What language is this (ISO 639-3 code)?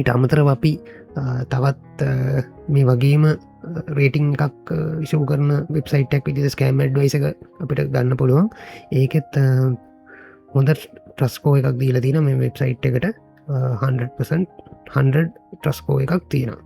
sin